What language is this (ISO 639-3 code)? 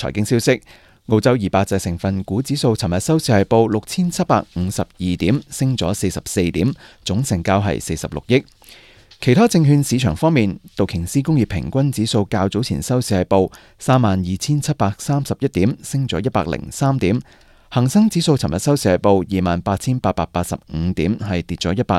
yue